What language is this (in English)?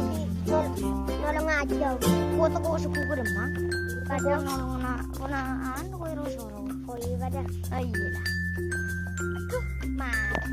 Madurese